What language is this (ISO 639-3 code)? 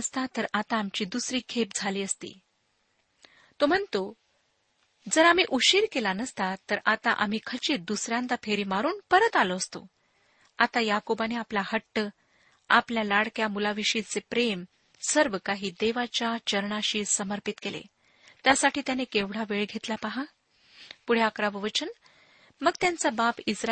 mar